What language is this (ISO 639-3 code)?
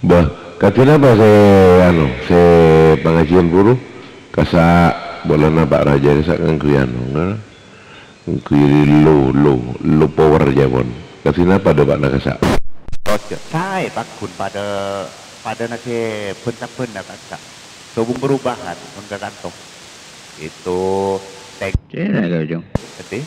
mad